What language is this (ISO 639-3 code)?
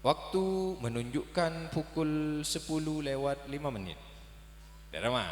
mad